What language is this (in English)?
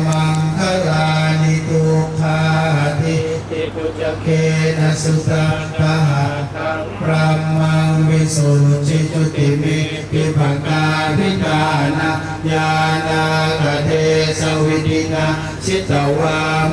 Pali